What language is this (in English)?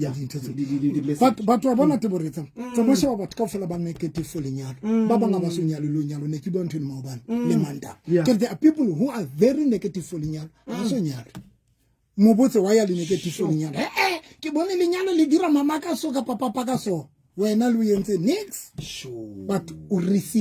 Southern Sotho